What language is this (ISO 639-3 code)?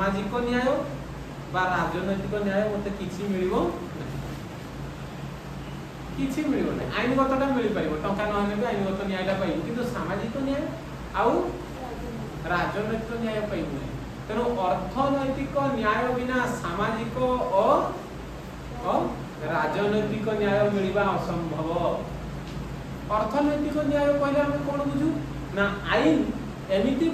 ori